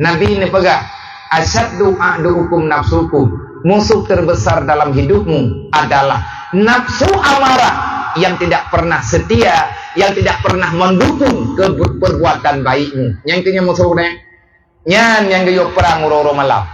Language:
Achinese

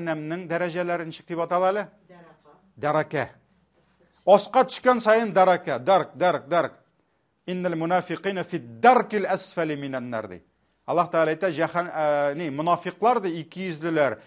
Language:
Tatar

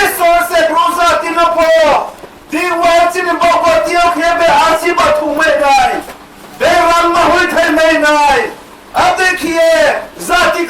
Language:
Riang (India)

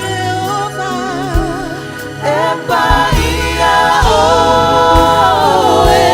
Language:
Samoan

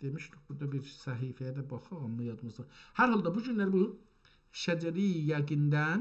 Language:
South Azerbaijani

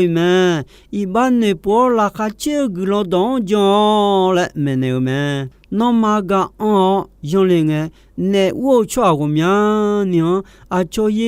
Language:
Akha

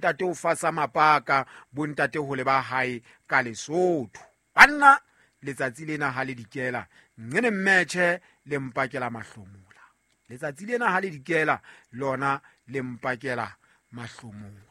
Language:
Southern Sotho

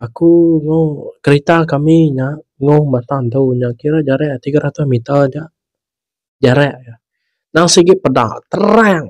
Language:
Iban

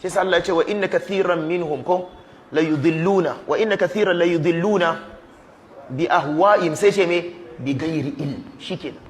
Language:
Hausa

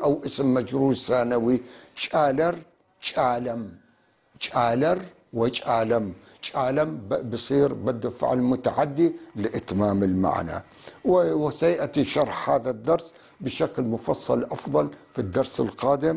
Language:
North Levantine Arabic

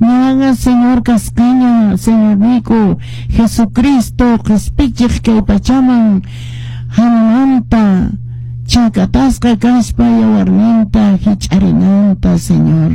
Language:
Quechua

